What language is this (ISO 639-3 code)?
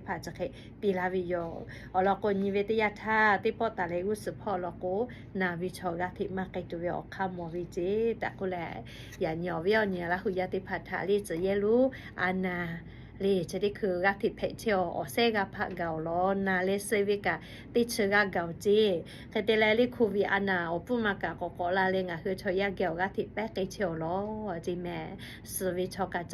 lhu